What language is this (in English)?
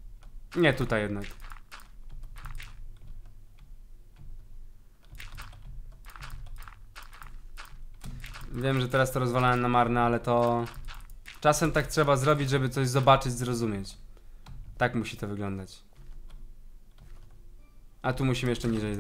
Polish